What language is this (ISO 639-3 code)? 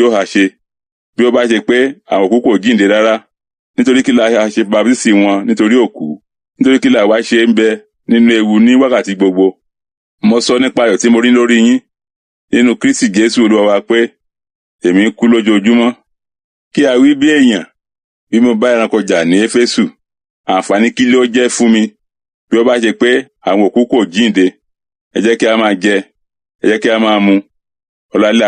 yor